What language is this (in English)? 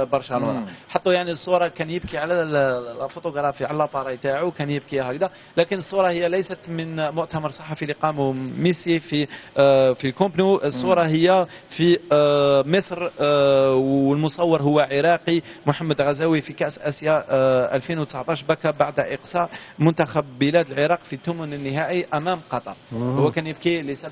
Algerian Arabic